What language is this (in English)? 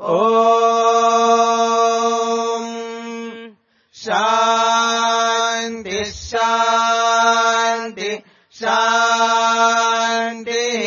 Sanskrit